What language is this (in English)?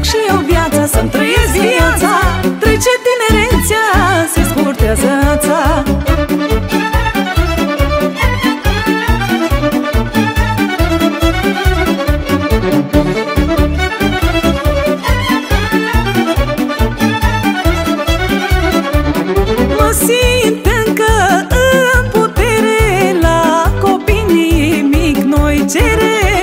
Romanian